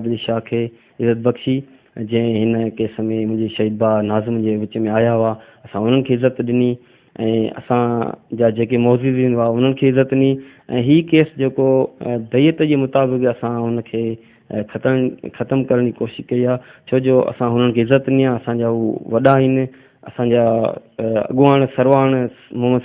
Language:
Sindhi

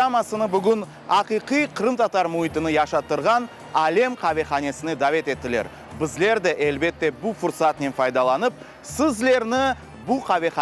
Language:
Crimean Tatar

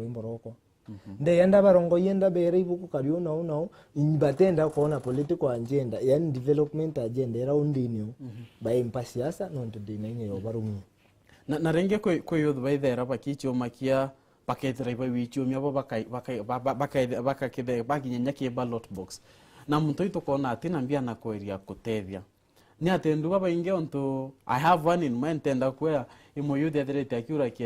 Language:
Meru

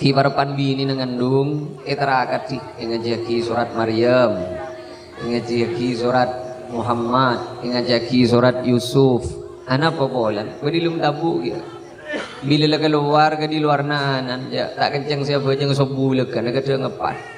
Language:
Madurese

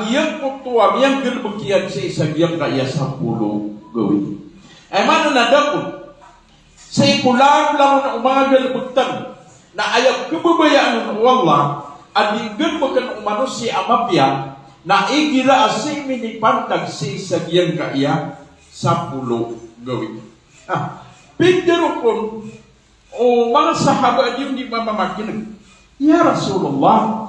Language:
Maranao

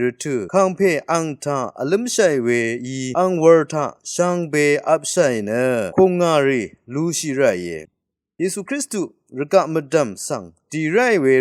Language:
Rawang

